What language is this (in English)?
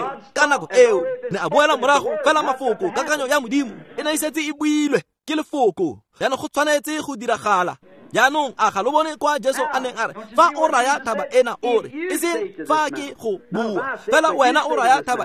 Tswana